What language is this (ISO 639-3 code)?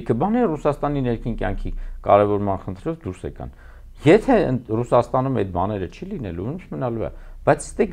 hye